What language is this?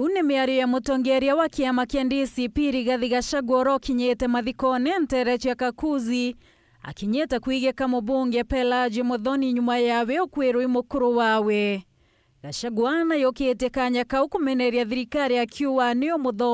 Meru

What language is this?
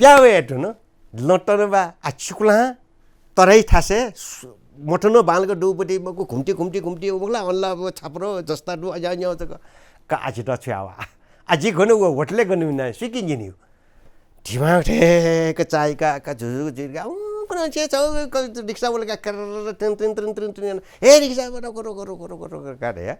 Newari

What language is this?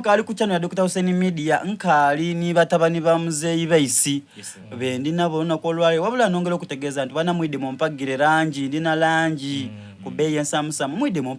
Soga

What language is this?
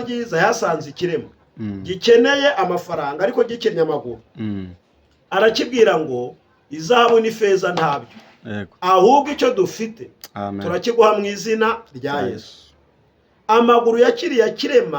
Kinyarwanda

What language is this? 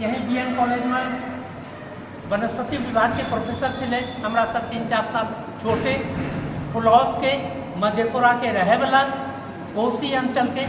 Angika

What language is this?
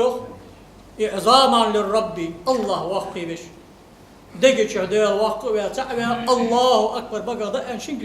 Ingush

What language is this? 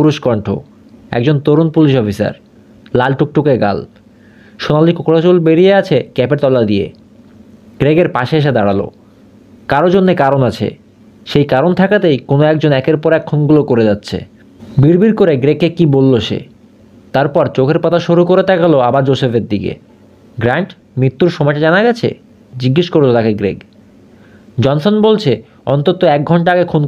Bangla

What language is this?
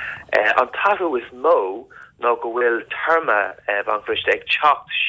Irish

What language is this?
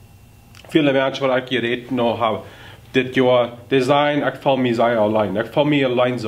Plautdietsch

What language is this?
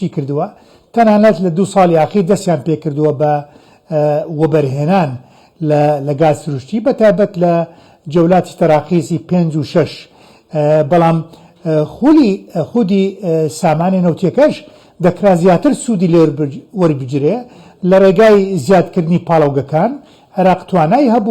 Central Kurdish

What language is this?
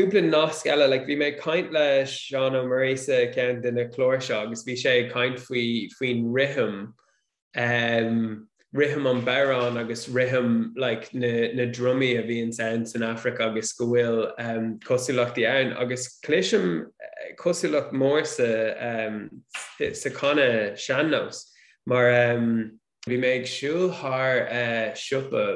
Irish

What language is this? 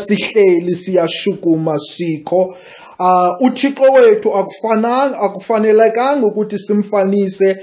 Xhosa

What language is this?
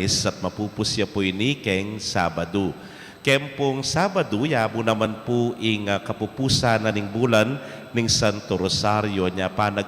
Pampanga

